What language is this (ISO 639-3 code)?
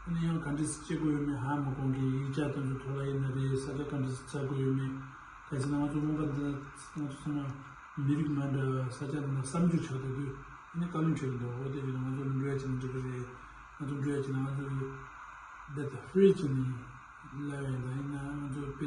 bod